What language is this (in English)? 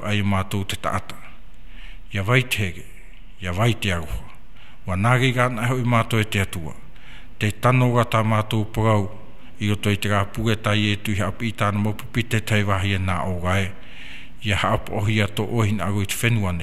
Tahitian